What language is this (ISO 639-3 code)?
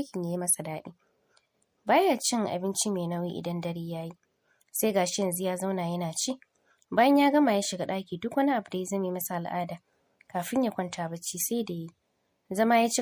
hau